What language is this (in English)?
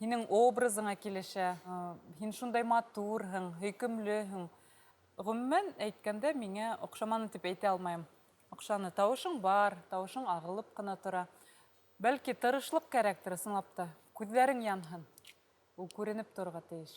Bashkir